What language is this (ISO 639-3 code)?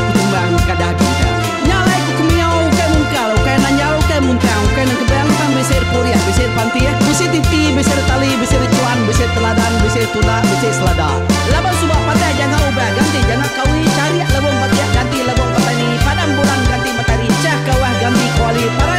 iba